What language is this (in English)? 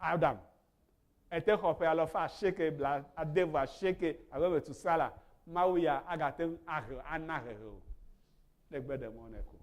Ewe